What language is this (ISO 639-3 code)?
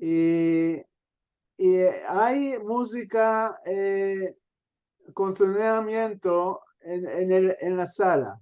lad